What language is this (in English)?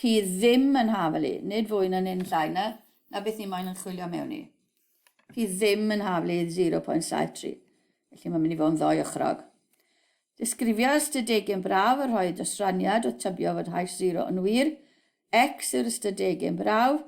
Welsh